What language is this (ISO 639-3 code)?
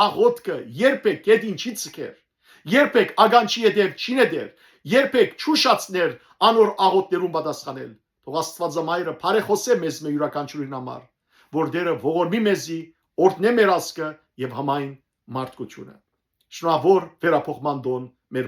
hyw